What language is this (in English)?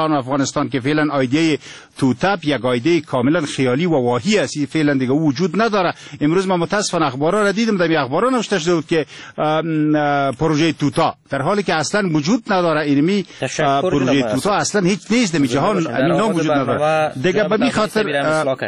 Persian